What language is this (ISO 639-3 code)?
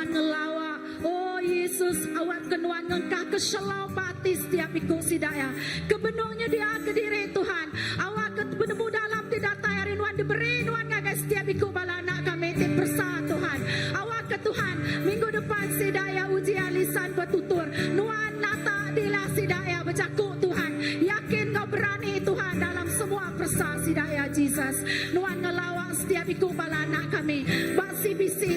iba